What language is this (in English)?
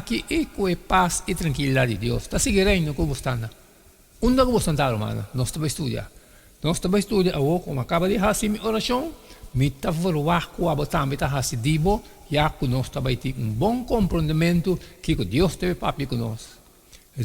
Papiamento